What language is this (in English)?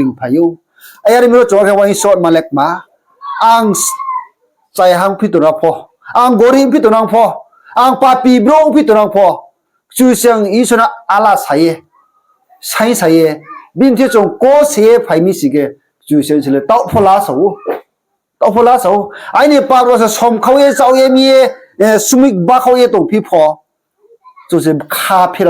Riang (India)